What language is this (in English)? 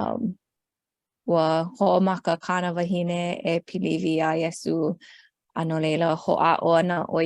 Hawaiian